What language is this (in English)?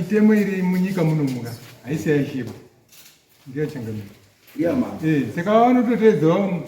Shona